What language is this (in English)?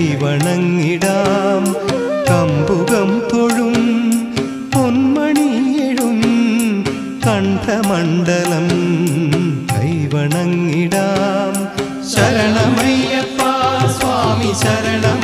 Malayalam